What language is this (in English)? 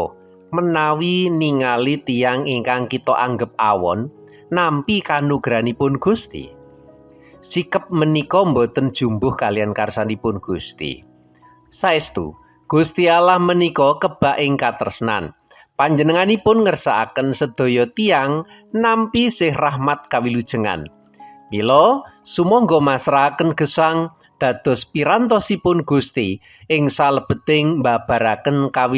Javanese